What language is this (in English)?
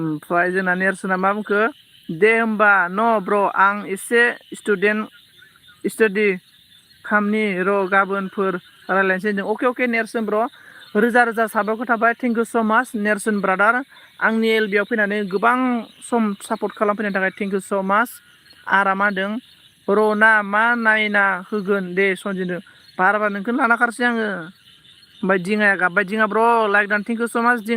Bodo